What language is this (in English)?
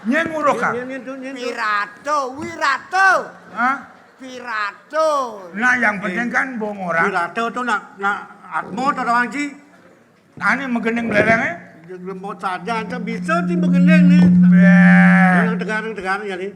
Balinese